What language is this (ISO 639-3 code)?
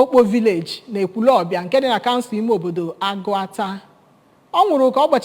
ibo